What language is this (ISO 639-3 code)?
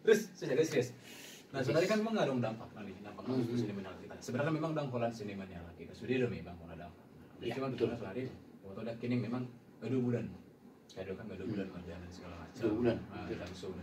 bbc